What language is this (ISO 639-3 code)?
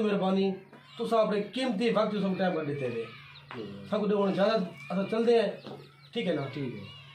skr